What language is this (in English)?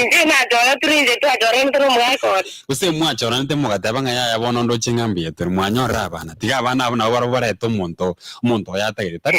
Gusii